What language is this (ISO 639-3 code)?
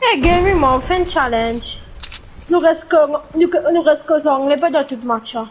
mfe